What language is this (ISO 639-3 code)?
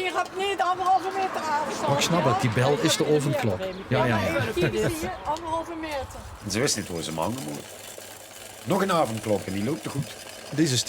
lim